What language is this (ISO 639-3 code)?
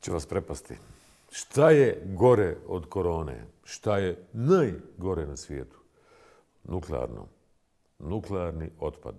bos